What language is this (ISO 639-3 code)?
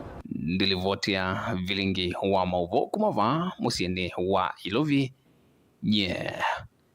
kam